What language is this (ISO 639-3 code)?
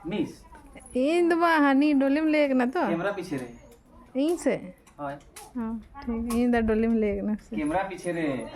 sat